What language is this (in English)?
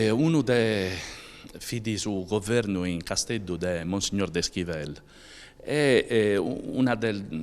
Sardinian